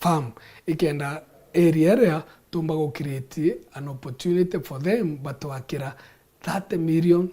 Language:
Meru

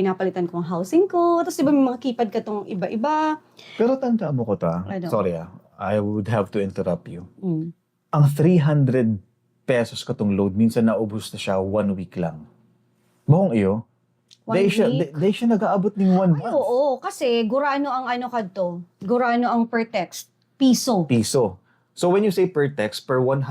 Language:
Bikol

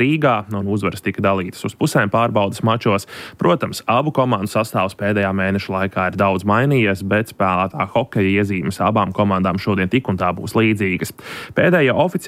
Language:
Latvian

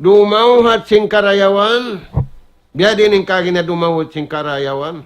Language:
Tausug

